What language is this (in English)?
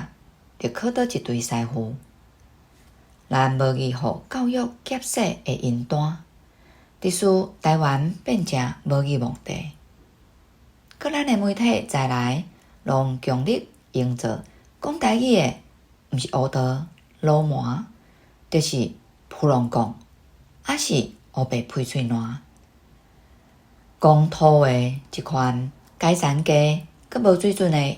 Min Nan Chinese